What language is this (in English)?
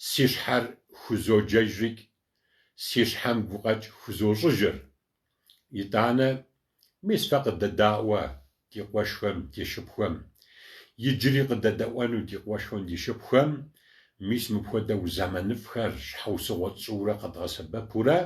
Kabardian